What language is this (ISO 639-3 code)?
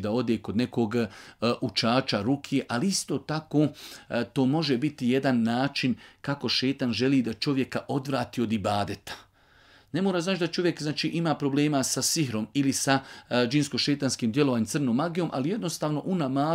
bos